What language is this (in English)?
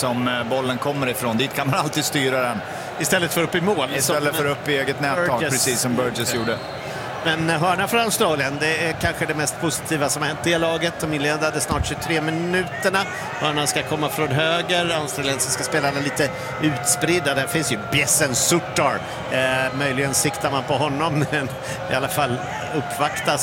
Swedish